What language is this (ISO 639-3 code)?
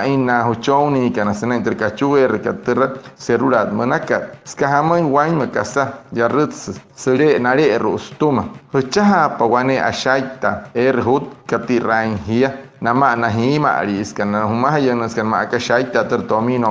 guc